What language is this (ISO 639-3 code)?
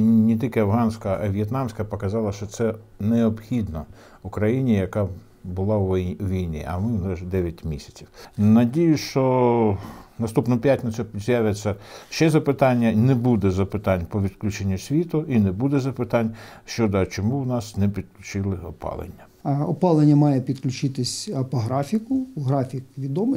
ukr